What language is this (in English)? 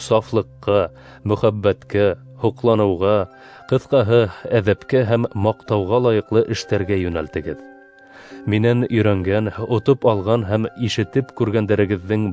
Bashkir